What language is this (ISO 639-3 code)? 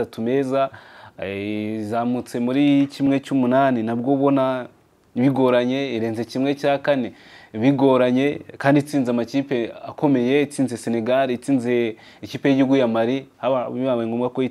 kin